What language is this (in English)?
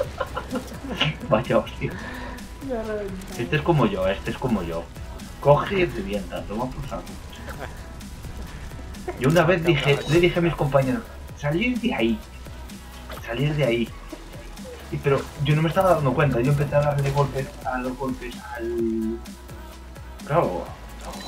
Spanish